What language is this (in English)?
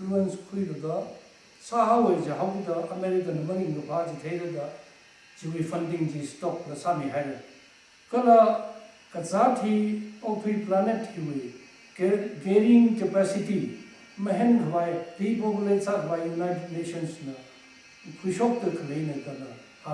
Tangkhul Naga (India)